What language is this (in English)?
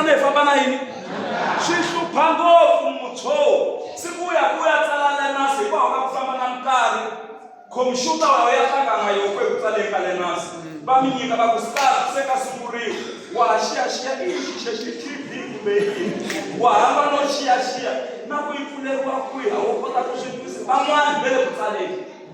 Tsonga